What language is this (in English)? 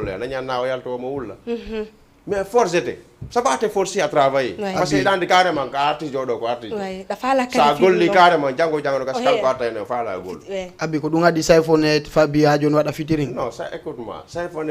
Fula